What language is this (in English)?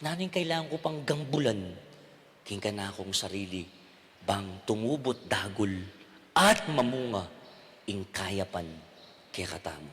Pampanga